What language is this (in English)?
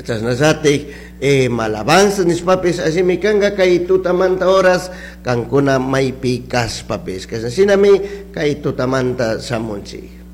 Chimborazo Highland Quichua